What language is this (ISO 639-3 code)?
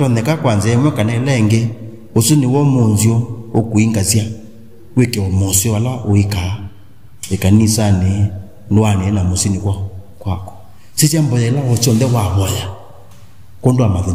kam